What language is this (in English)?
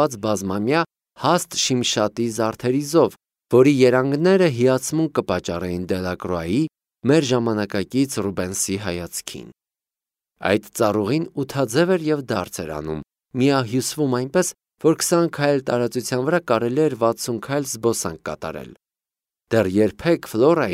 Armenian